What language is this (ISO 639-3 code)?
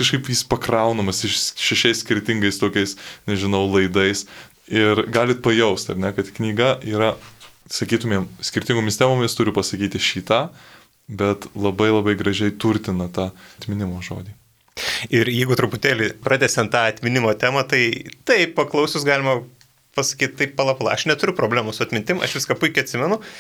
lit